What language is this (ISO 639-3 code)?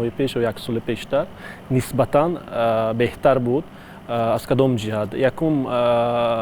tgk